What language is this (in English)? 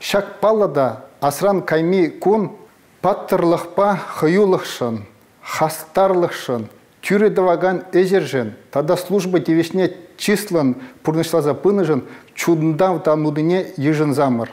Chuvash